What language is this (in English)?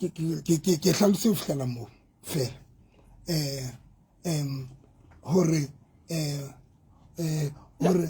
Southern Sotho